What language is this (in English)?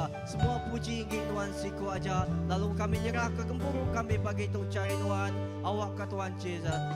Iban